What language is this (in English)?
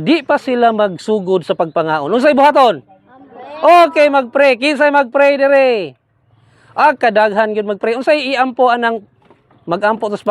Cebuano